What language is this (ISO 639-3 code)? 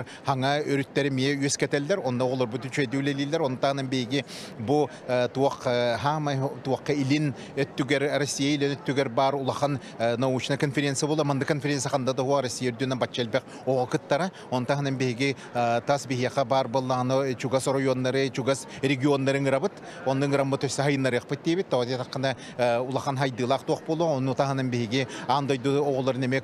sah